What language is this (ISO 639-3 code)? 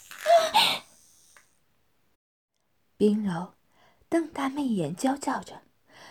zho